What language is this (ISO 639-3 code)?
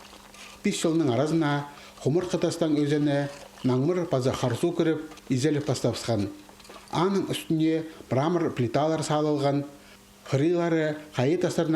kjh